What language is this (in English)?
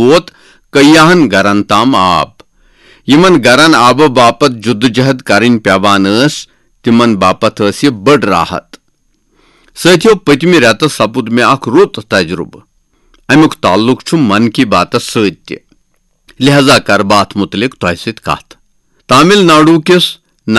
Kashmiri